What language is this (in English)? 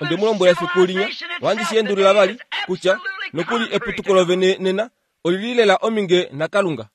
Kuanyama